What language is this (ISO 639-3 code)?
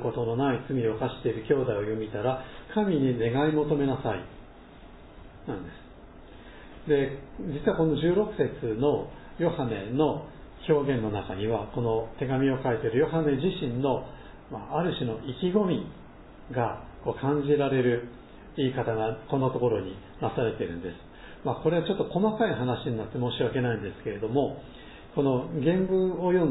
jpn